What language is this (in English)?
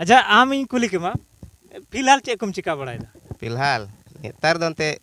Santali